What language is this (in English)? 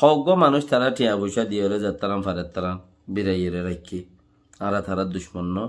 Rohingya